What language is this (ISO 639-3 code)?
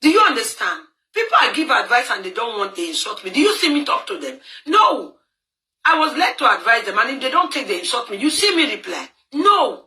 pcm